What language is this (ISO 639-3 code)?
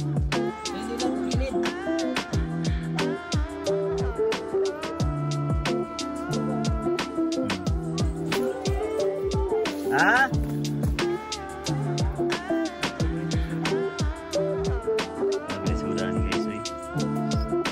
ceb